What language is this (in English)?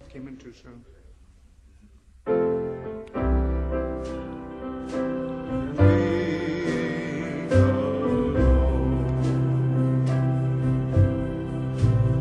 English